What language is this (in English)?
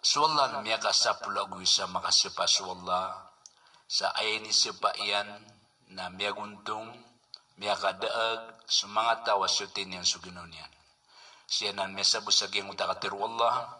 Maranao